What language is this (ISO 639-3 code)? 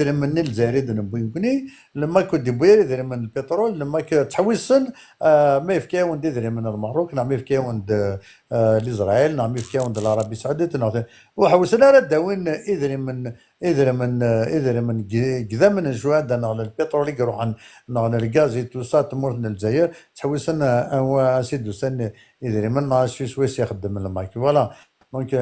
kab